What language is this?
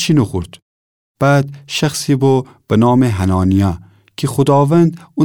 Gilaki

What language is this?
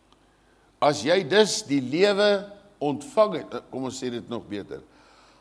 Afrikaans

